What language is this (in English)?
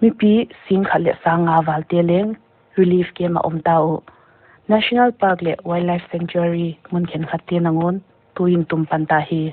Paite Chin